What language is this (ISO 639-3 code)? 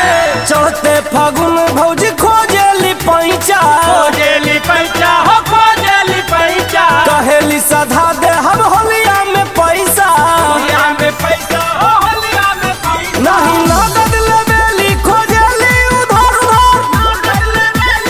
bho